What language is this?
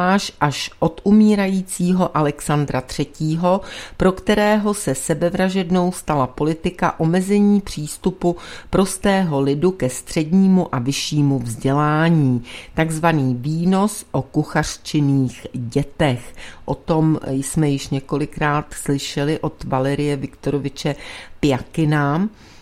Czech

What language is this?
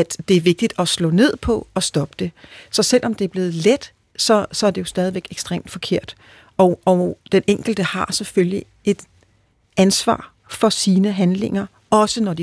Danish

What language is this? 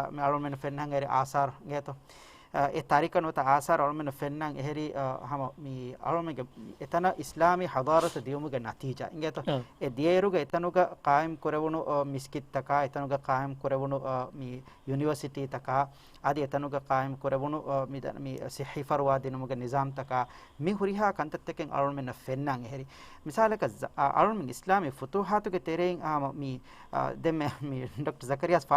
Divehi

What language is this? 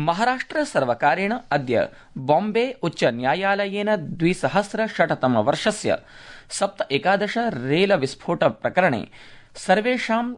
Sanskrit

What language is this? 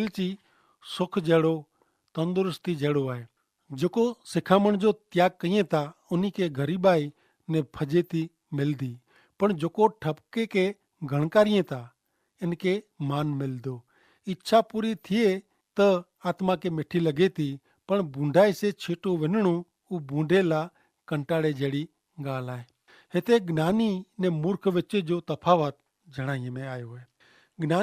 Kachhi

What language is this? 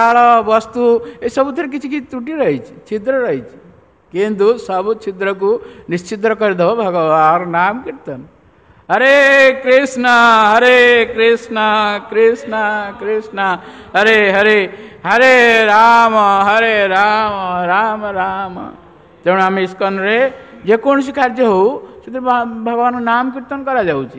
Odia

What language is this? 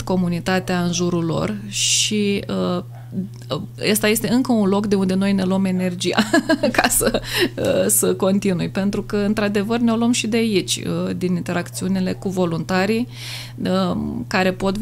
Romanian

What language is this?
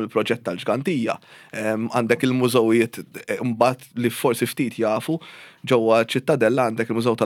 Maltese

